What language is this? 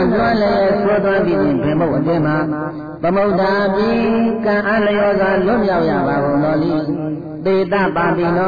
Burmese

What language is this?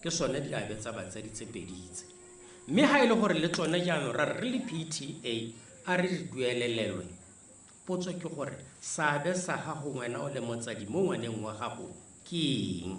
Tswana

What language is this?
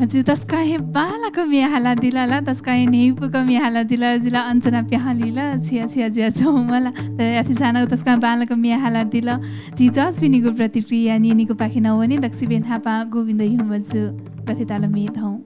Newari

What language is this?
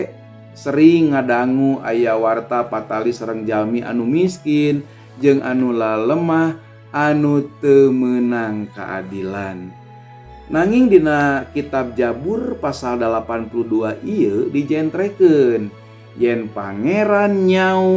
Sundanese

